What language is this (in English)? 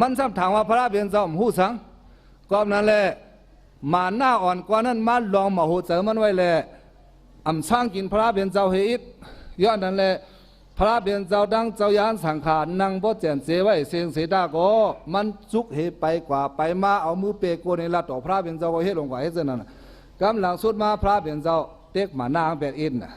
Shan